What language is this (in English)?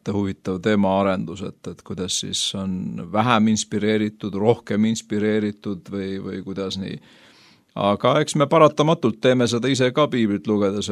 Estonian